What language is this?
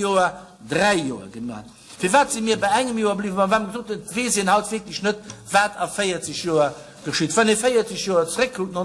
Luxembourgish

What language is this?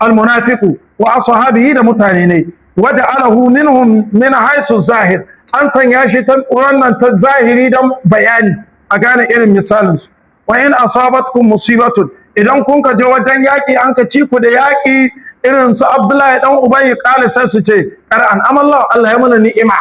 Hausa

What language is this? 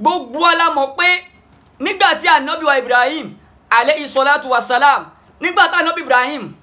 Yoruba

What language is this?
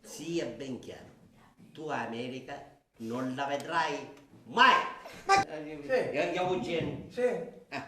Sicilian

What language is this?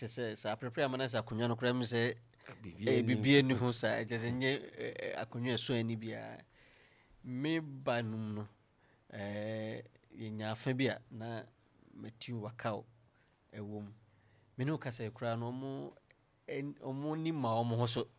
Akan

